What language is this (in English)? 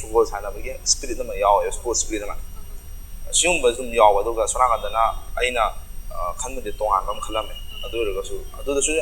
Manipuri